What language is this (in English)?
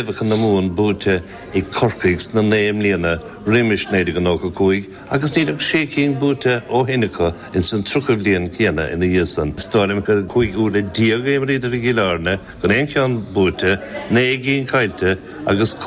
Irish